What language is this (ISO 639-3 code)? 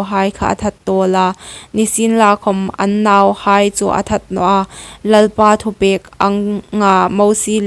hmr